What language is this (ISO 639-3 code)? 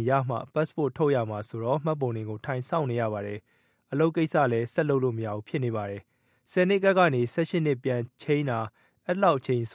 mya